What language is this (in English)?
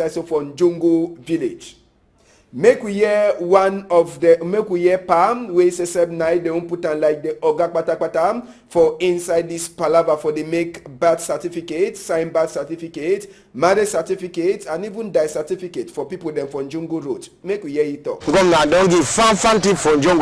Cameroon Pidgin